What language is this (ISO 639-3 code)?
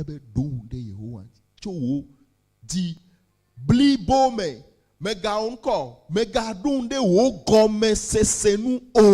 ewe